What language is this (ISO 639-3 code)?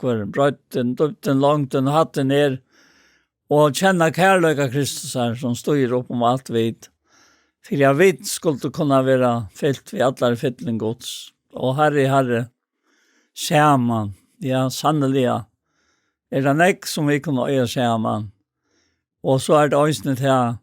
fao